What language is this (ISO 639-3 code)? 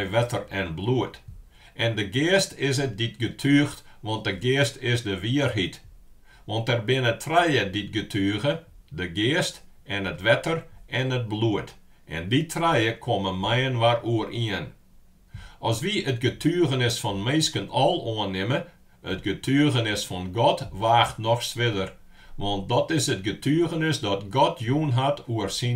fry